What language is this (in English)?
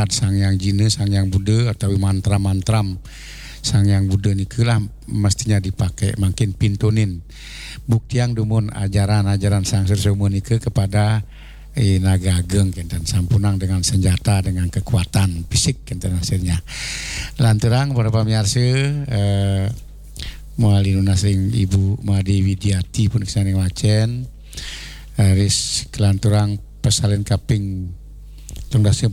Balinese